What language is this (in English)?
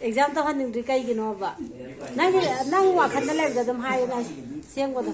Manipuri